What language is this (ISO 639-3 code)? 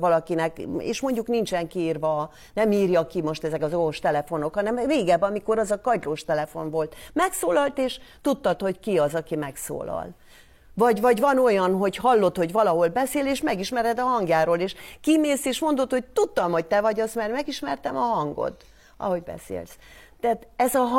hun